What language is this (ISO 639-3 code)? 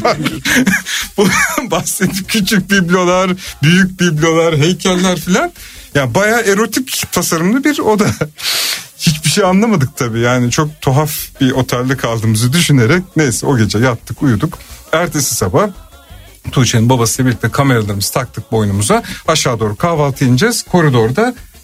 tur